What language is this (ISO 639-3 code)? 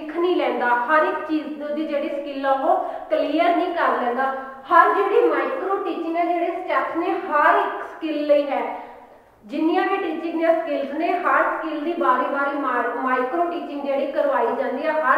pan